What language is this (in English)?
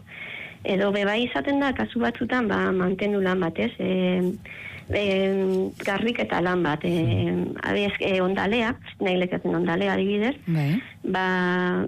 Basque